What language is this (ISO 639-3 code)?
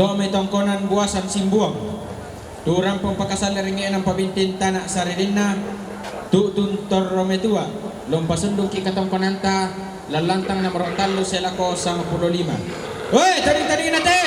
sda